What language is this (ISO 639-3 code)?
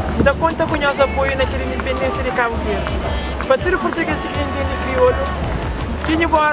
kea